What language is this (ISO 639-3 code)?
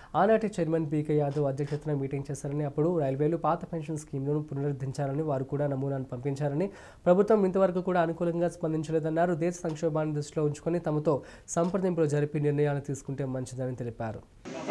tel